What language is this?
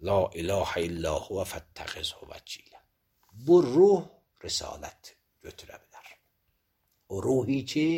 Azerbaijani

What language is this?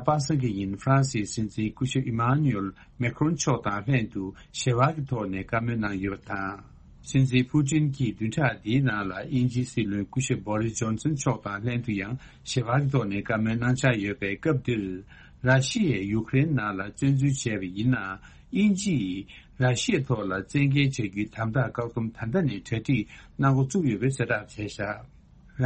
Tibetan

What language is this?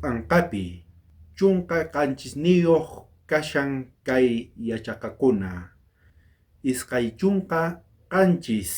South Bolivian Quechua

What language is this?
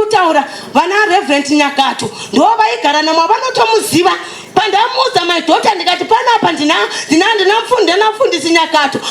Shona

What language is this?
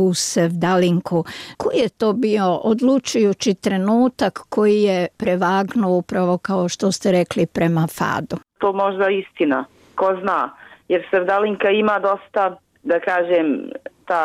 Bosnian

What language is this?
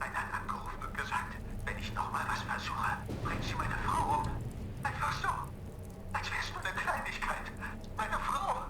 Bavarian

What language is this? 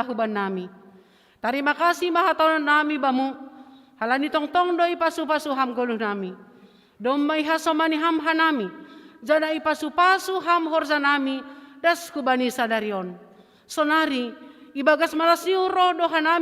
Batak Simalungun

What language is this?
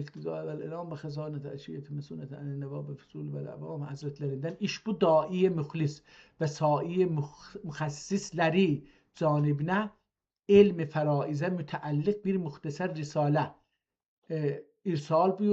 South Azerbaijani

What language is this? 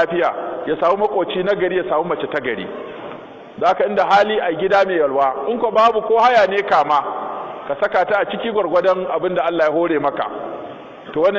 Hausa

